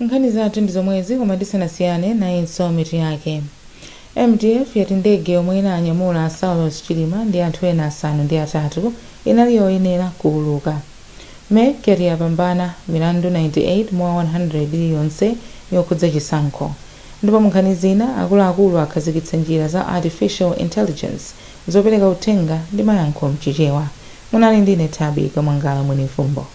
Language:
Nyanja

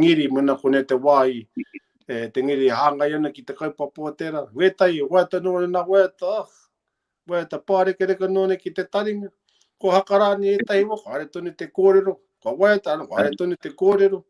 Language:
Māori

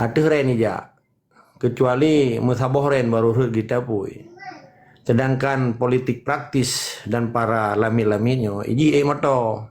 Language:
Achinese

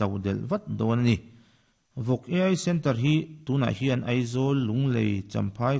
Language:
Mizo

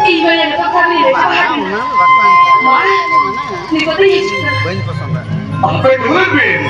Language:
Santali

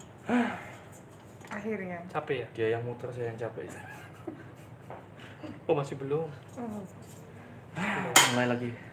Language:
Indonesian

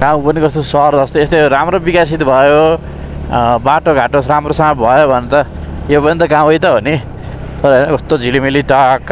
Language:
Nepali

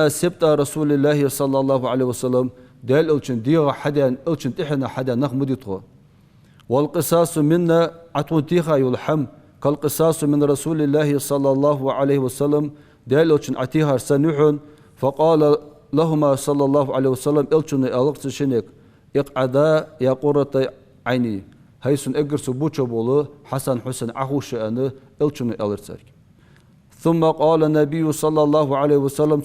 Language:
Ingush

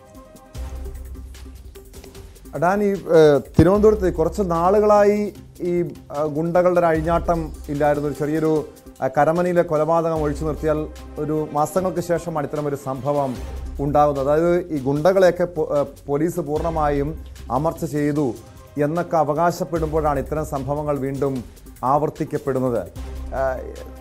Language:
Malayalam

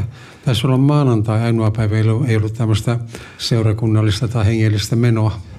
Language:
Finnish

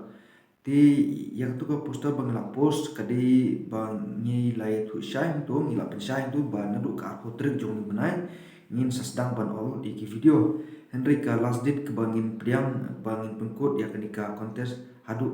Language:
Khasi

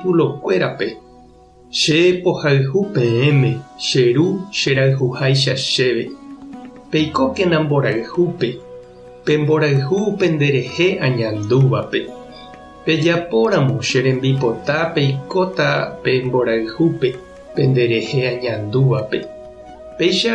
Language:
Guarani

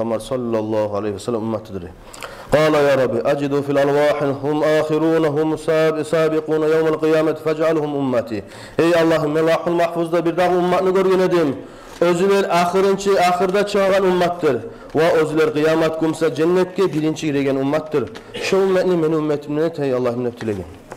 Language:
Kumyk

